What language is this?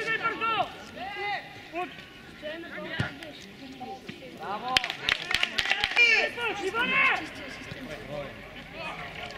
Bulgarian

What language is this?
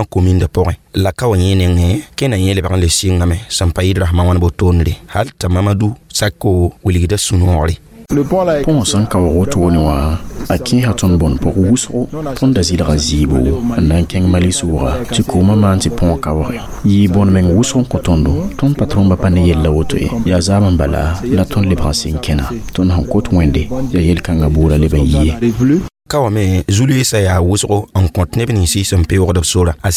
Mossi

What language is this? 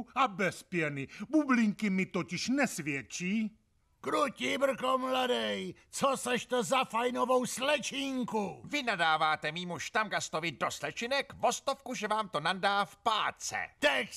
Czech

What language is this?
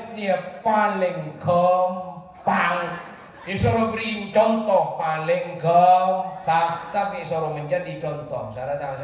Madurese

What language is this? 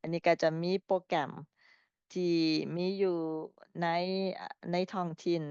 Lao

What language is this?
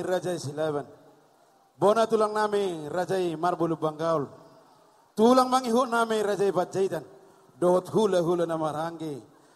Batak Toba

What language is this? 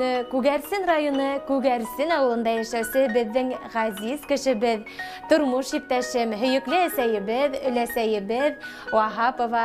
Bashkir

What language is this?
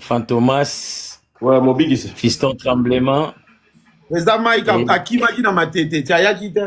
Lingala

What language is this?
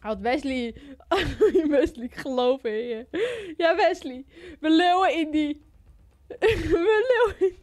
Western Frisian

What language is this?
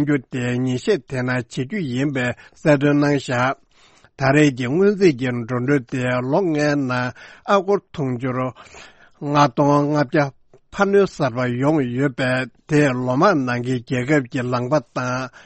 Tibetan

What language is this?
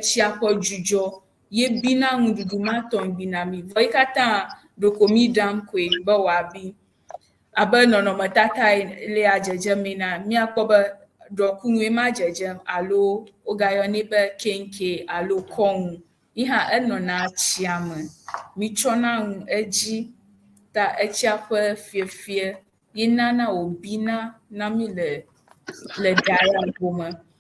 Ewe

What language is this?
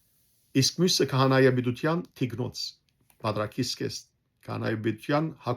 Western Armenian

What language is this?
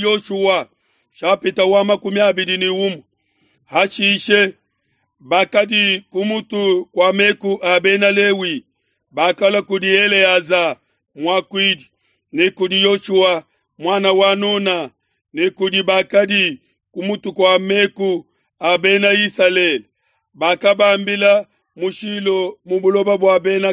Luba-Lulua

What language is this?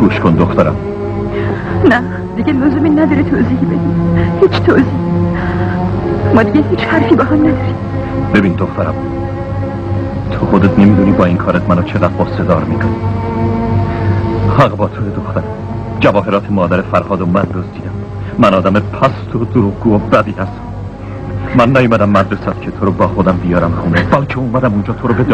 Persian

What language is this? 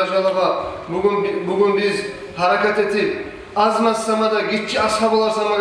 Kumyk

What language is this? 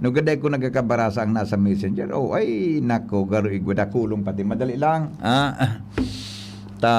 Bikol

